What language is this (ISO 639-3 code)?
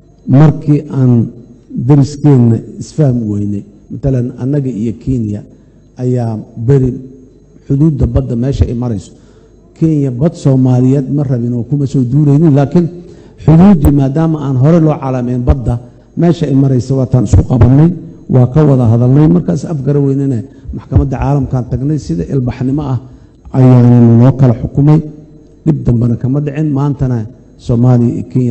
som